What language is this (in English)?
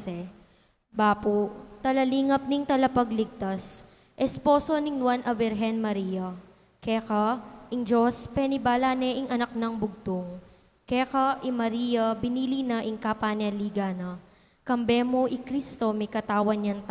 Pampanga